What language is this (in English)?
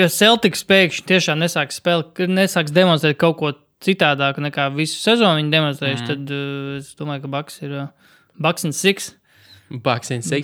Latvian